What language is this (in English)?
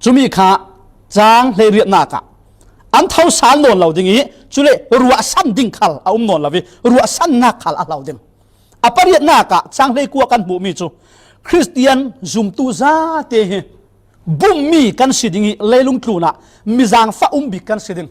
Falam Chin